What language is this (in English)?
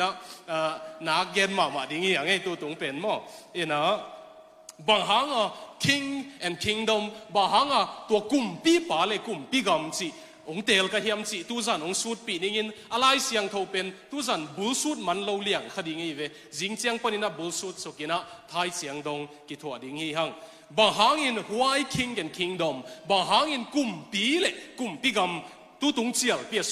Tedim Chin